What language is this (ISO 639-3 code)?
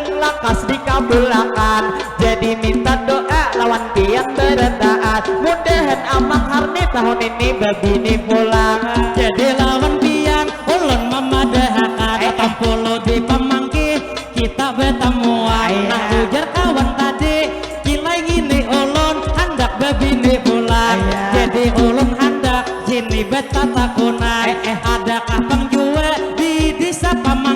bjn